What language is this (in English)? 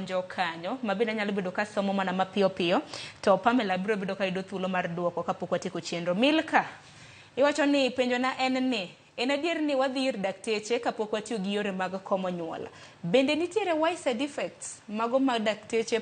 Luo (Kenya and Tanzania)